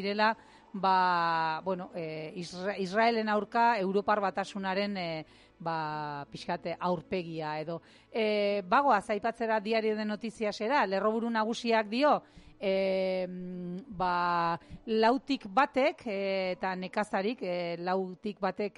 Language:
Basque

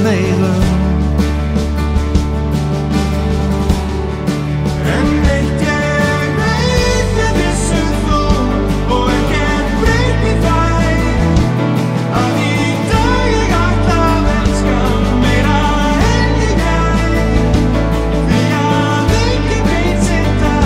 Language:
Icelandic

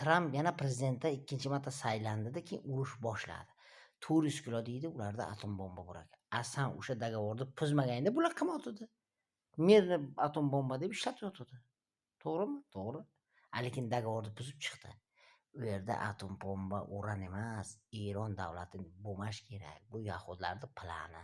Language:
Uzbek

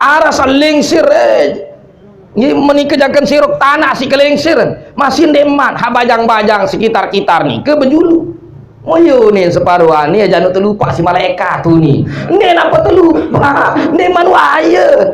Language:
Sasak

